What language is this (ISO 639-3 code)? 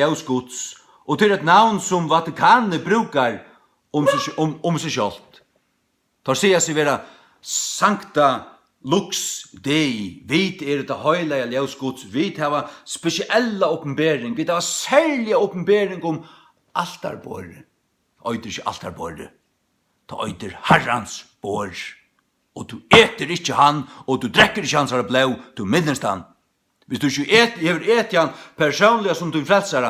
fao